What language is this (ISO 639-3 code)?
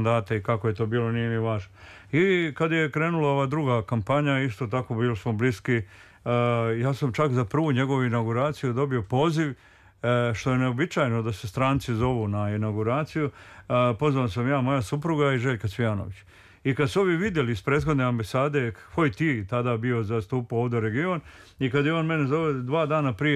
srp